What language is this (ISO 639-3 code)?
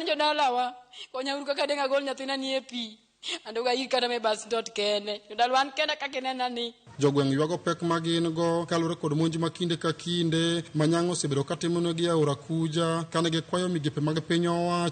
luo